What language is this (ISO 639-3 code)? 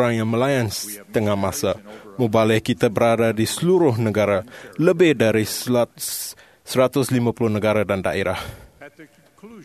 msa